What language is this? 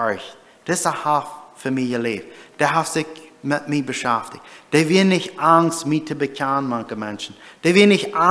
Plautdietsch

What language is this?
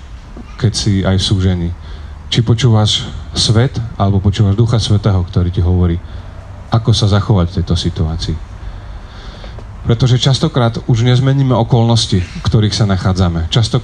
Slovak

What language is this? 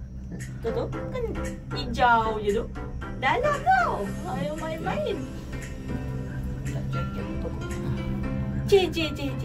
Malay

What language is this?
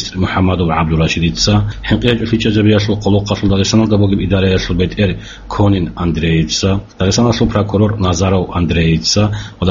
Avaric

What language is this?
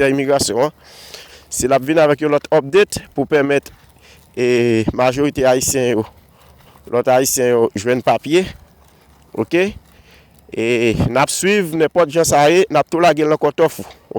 Haitian Creole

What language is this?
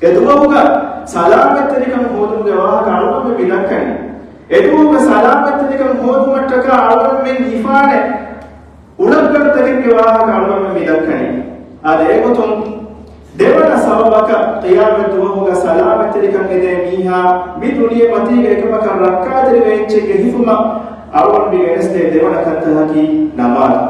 Divehi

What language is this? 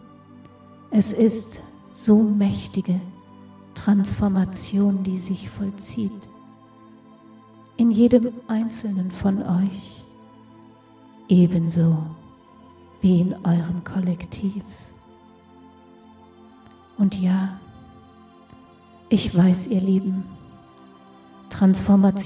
German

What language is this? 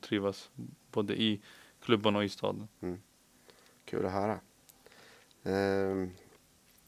Swedish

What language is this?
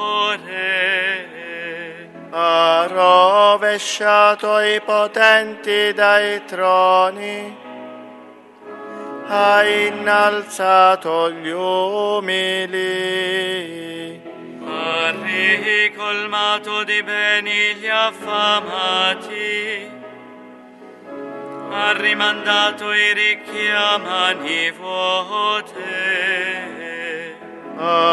Italian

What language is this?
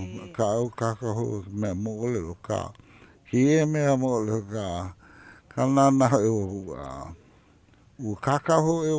Hawaiian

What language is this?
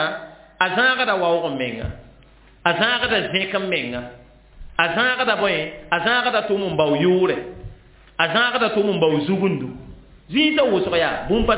Mossi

